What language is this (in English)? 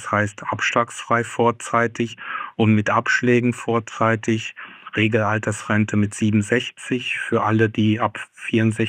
German